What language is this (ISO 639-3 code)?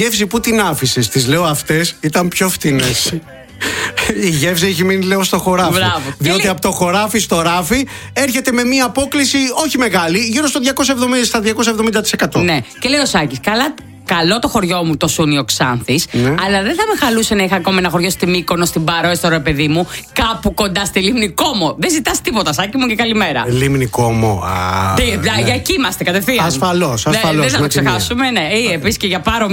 ell